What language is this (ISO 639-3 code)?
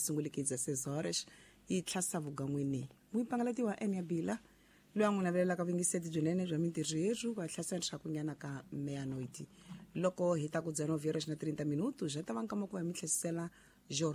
tso